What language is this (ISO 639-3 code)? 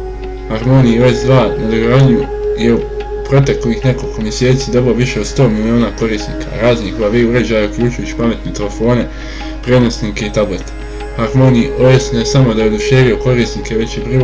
bos